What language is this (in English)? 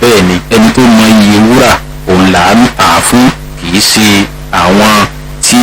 Yoruba